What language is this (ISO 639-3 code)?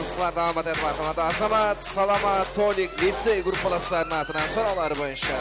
kaa